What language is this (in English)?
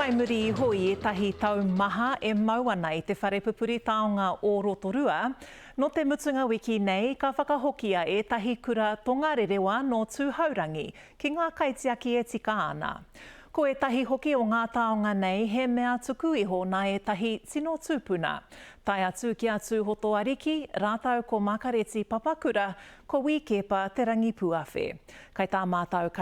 Māori